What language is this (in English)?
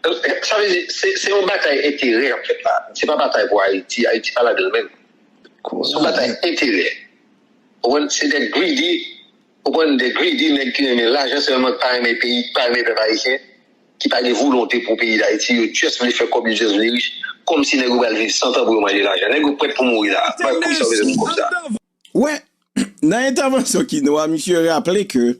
Haitian Creole